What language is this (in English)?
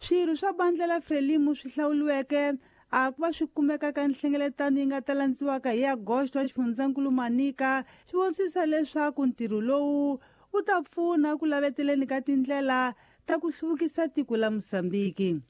Tsonga